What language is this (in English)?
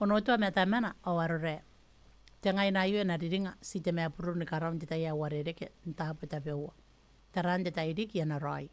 Gilbertese